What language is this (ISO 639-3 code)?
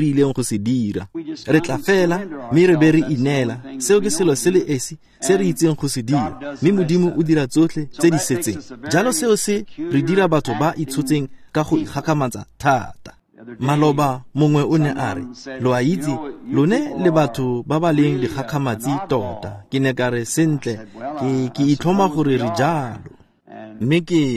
tsn